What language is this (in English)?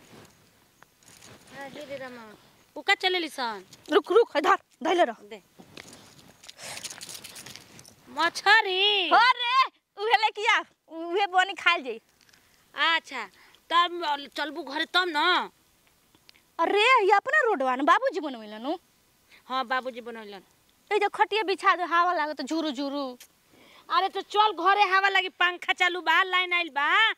Bhojpuri